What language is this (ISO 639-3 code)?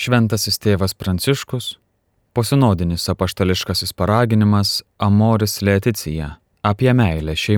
lit